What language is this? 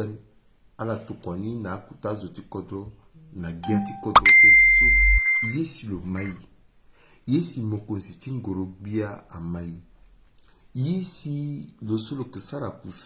Sango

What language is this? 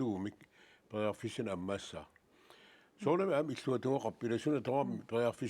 Kalaallisut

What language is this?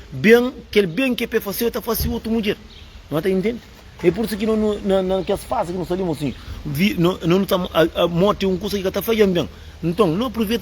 Kabuverdianu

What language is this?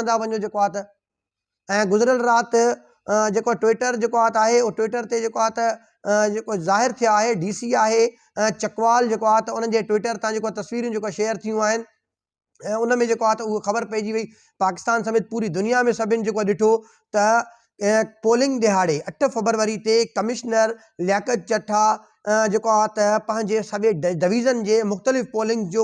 Sindhi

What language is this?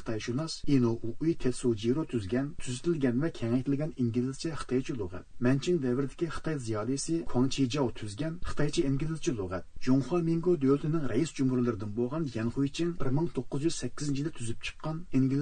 Uyghur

